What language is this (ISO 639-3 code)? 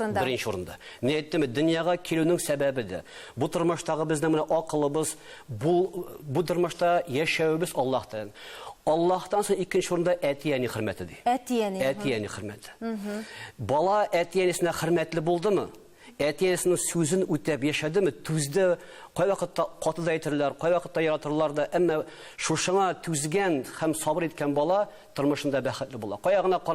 tat